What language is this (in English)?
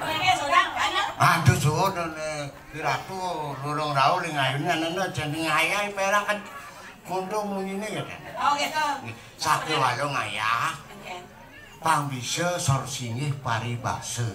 Balinese